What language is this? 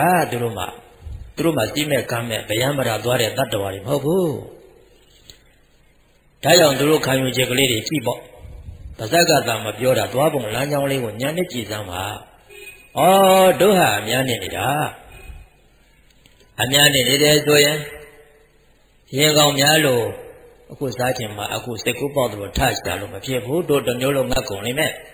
Burmese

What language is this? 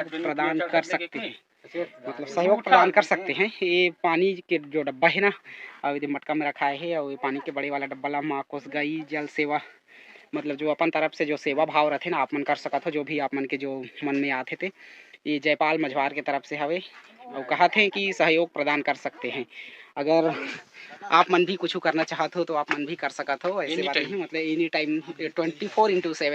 Chhattisgarhi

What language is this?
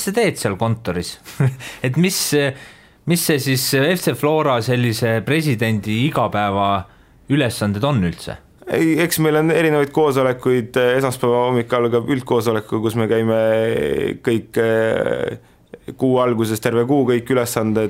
Estonian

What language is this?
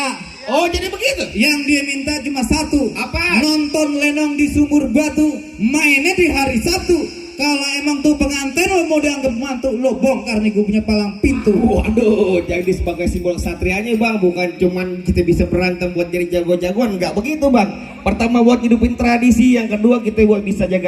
Betawi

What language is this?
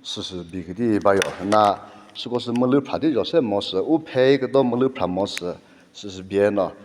Chokri Naga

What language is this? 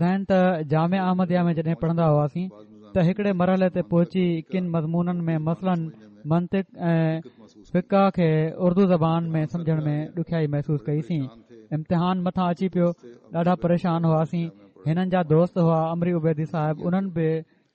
Sindhi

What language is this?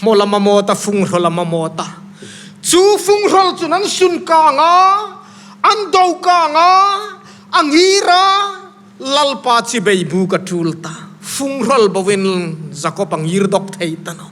Hmar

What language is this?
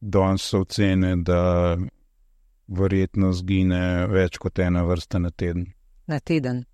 Slovenian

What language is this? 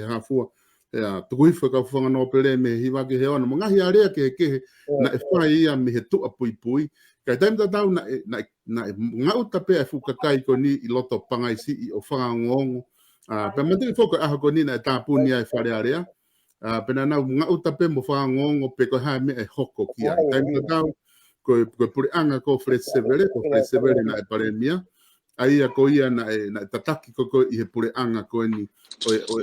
Tongan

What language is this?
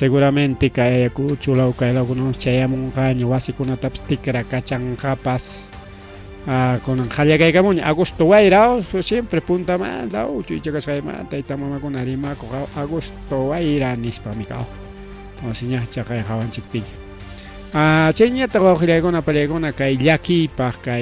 Ayacucho Quechua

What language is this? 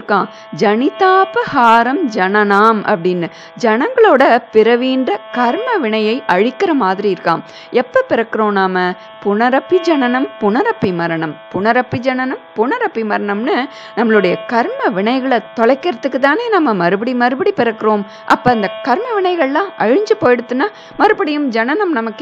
Tamil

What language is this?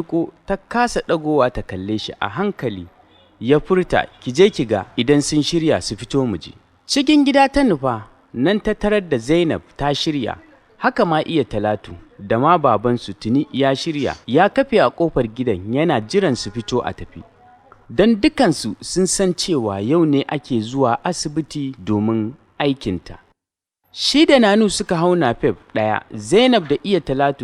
Hausa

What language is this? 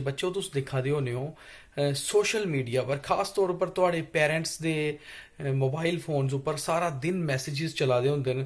Dogri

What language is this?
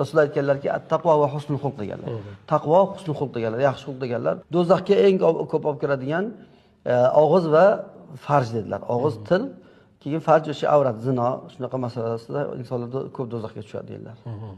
Uzbek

